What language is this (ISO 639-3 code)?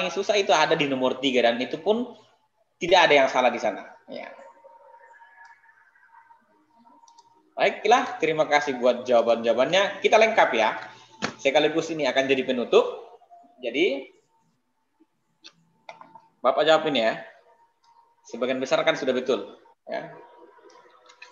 ind